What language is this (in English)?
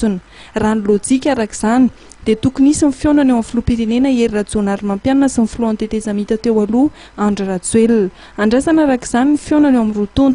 Malagasy